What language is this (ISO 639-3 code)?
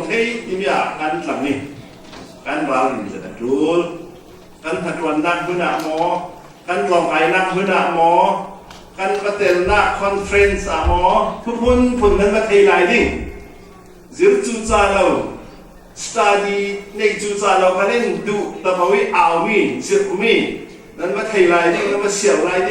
cfm